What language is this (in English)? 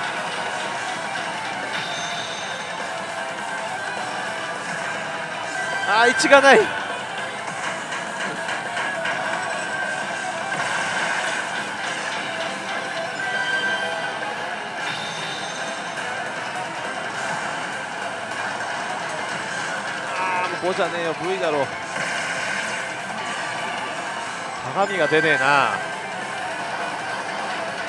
Japanese